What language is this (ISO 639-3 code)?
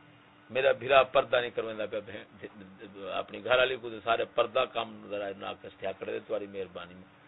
skr